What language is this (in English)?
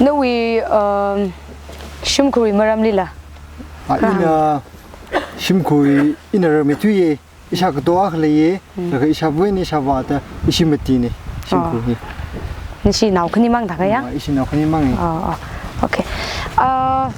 Tangkhul Naga (India)